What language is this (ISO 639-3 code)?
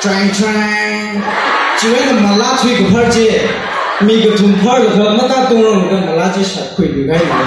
nmf